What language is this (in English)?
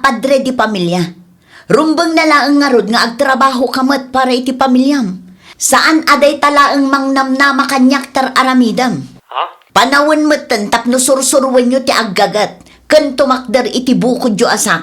Iloko